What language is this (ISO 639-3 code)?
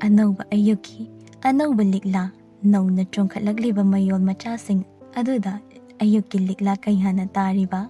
mni